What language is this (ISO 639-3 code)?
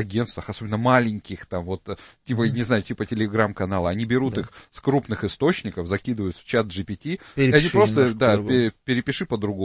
rus